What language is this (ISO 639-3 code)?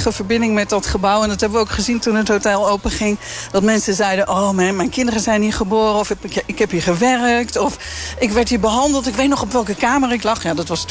nld